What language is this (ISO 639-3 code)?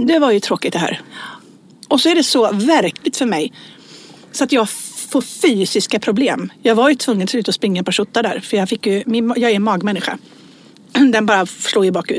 swe